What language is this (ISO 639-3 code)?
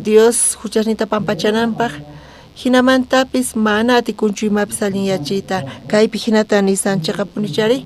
quh